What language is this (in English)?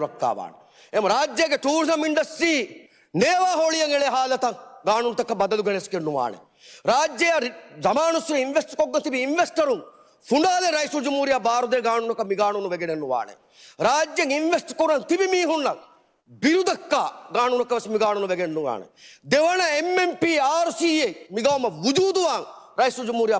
Divehi